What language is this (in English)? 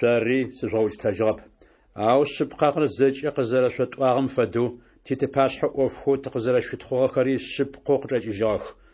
Adyghe